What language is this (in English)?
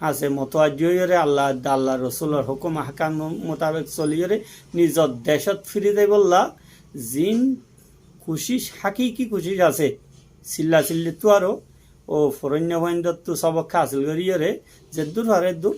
Rohingya